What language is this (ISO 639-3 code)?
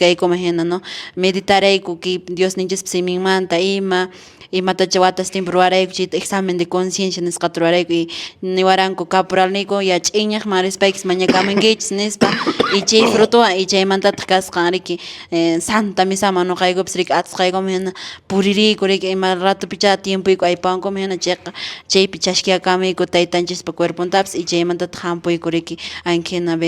que